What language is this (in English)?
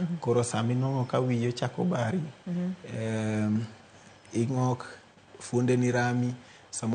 Luo (Kenya and Tanzania)